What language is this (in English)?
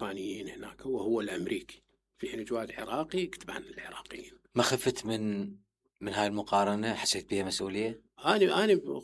Mesopotamian Arabic